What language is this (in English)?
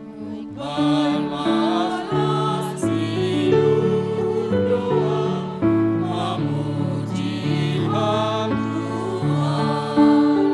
Batak Simalungun